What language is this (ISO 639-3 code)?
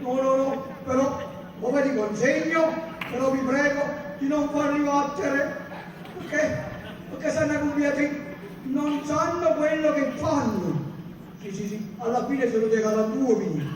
nap